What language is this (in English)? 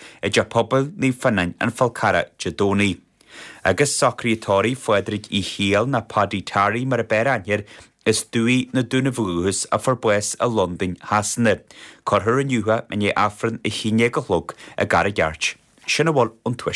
Irish